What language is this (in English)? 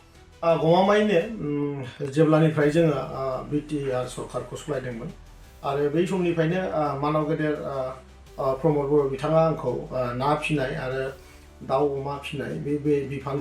Bodo